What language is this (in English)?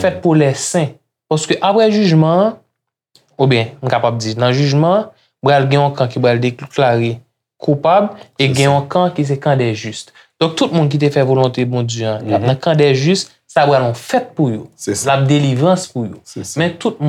Haitian Creole